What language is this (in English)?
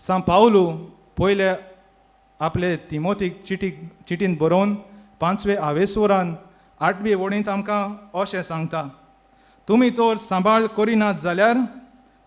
Konkani